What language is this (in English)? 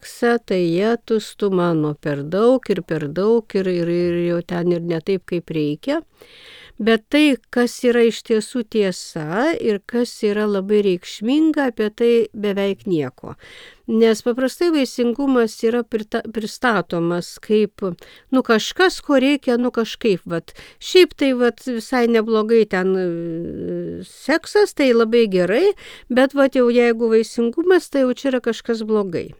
Lithuanian